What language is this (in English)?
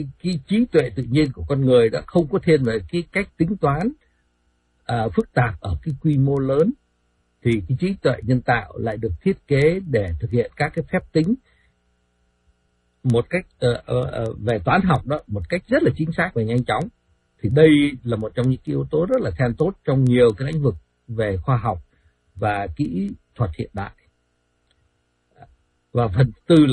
Vietnamese